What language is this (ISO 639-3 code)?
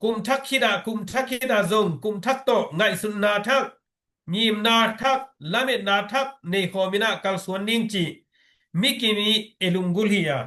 ctd